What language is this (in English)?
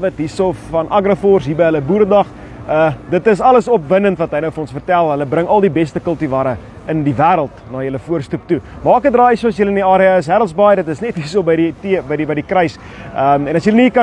Afrikaans